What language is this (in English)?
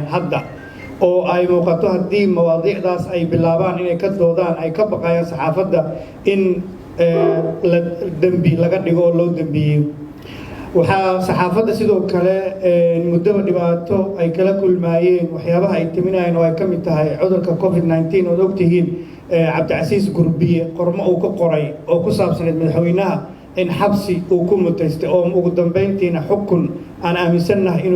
Somali